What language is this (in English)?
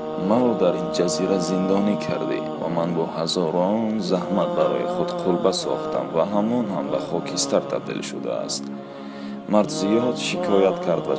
Tajik